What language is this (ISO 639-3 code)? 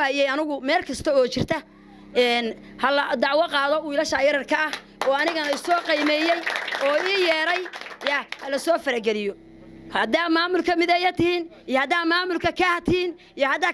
som